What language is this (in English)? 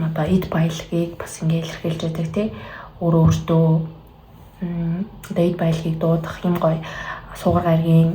Mongolian